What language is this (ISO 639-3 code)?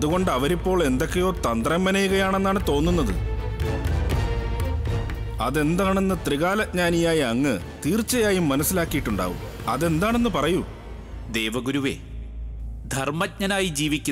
mal